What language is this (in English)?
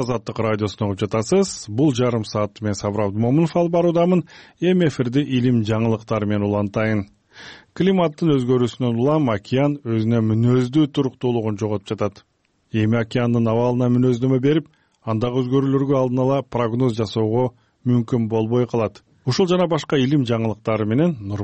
Kyrgyz